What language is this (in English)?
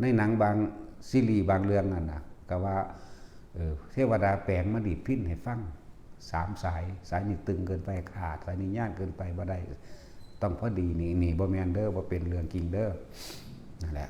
Northeastern Thai